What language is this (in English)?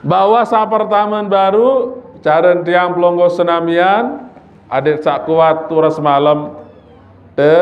Sasak